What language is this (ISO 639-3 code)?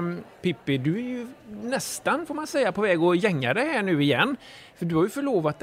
swe